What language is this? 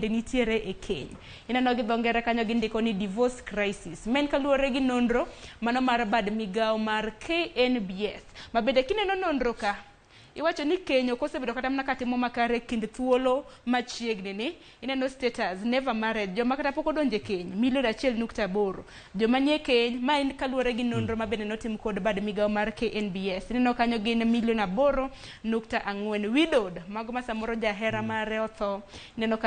Luo (Kenya and Tanzania)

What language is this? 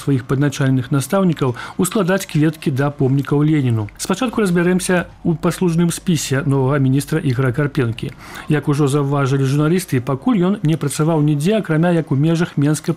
Belarusian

